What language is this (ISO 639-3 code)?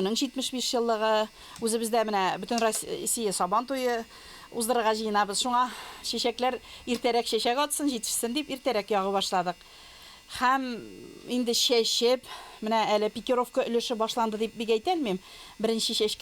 tat